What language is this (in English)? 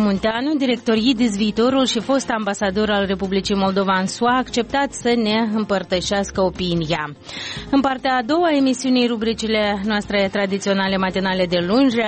Romanian